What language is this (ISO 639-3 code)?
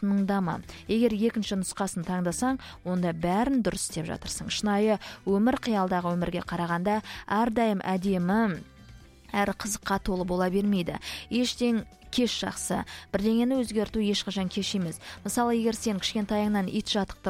kaz